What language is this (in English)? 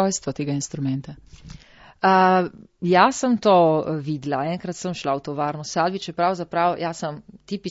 Slovenian